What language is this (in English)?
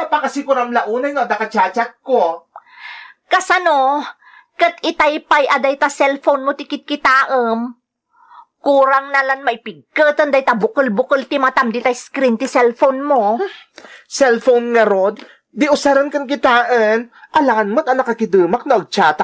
Iloko